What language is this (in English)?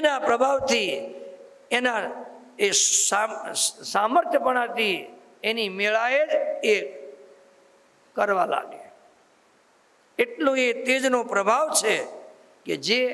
Gujarati